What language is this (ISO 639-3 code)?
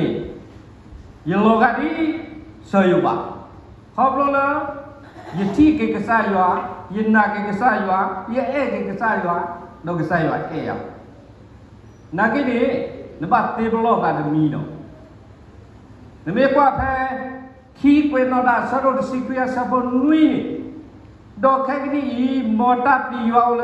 ksw